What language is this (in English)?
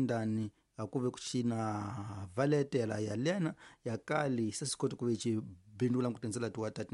Tsonga